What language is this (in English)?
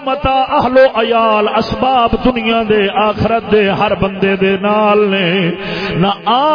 Saraiki